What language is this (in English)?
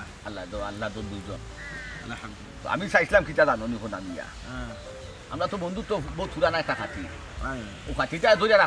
Sylheti